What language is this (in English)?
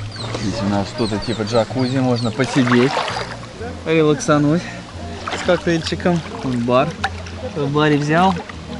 Russian